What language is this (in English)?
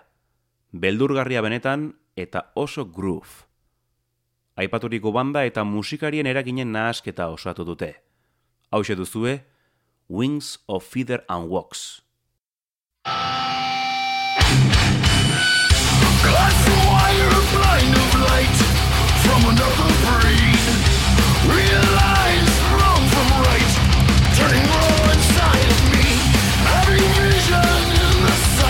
Basque